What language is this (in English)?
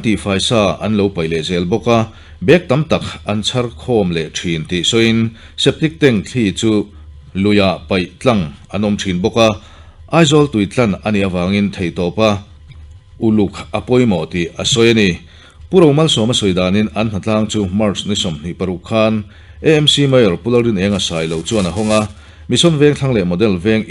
Mizo